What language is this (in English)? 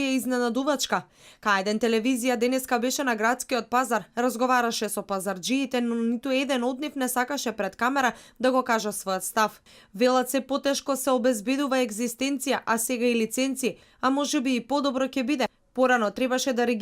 Macedonian